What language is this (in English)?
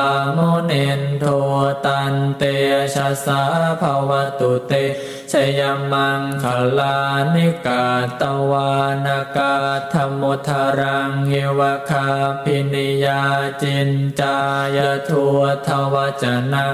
Pali